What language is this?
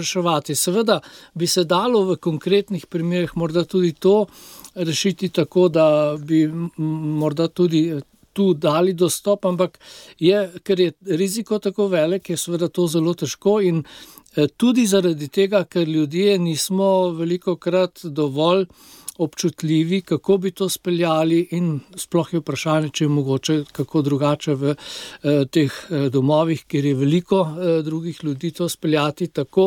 Slovenian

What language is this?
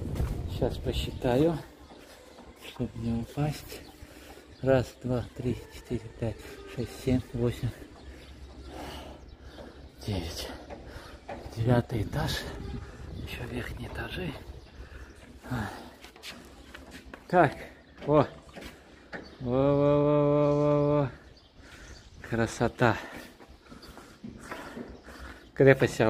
Russian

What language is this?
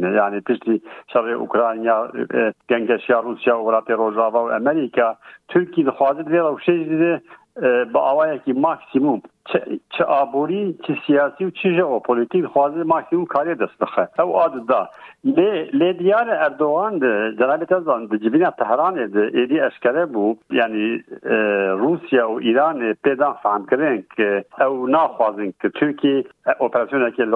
Kurdish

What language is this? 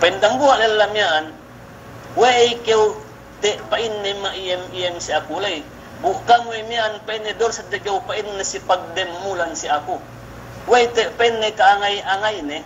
Yakan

